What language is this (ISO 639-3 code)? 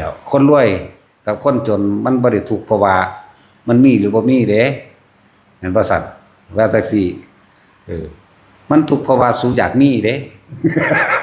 lao